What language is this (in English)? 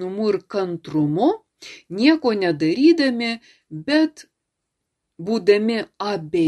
Lithuanian